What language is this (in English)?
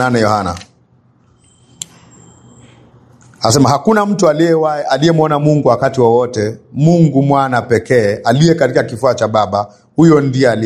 Swahili